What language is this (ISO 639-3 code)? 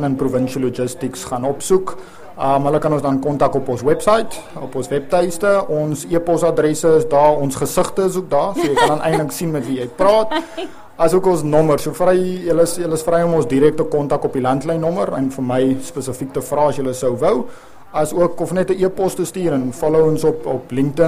afr